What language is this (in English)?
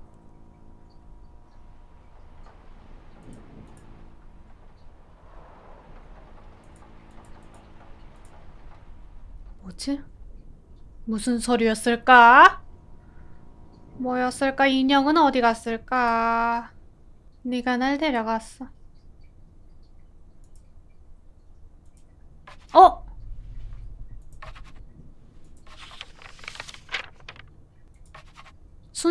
Korean